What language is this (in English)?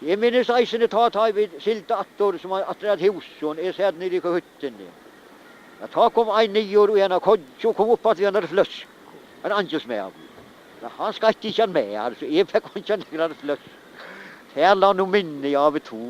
Faroese